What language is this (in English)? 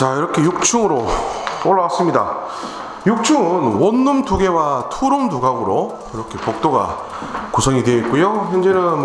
Korean